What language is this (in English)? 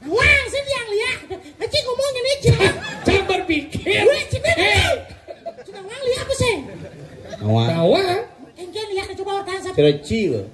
Balinese